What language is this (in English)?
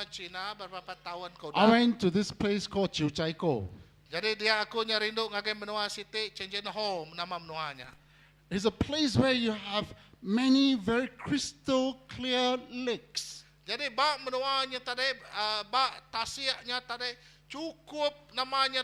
Iban